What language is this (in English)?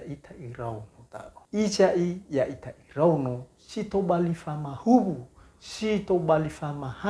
Nias